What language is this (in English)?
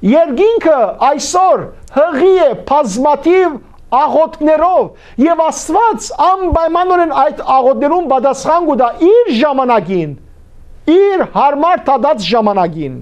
Western Armenian